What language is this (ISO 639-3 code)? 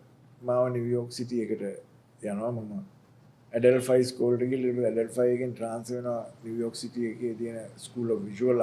sin